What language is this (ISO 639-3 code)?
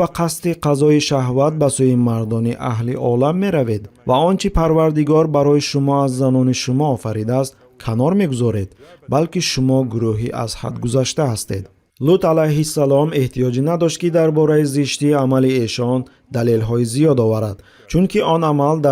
tgk